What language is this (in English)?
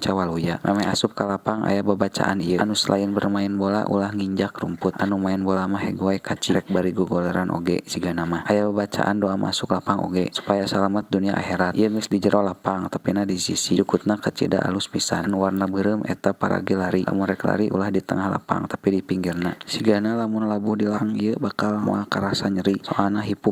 Sundanese